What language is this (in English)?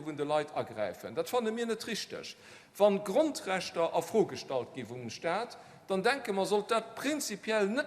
Luxembourgish